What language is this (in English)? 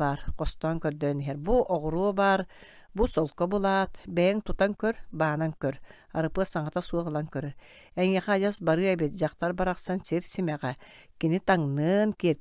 Yakut